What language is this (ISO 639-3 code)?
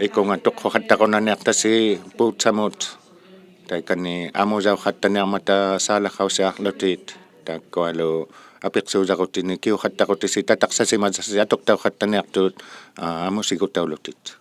iku